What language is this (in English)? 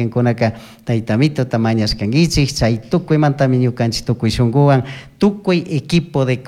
Chimborazo Highland Quichua